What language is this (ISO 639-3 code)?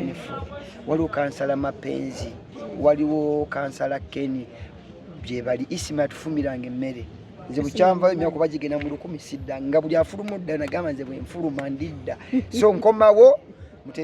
lug